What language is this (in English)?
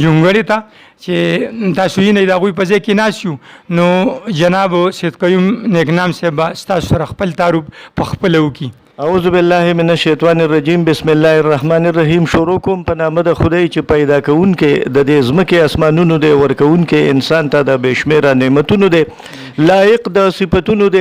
Pashto